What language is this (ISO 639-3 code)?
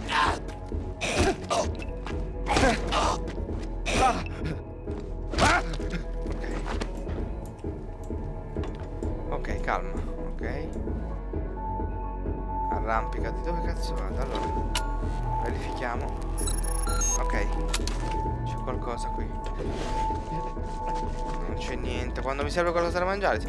ita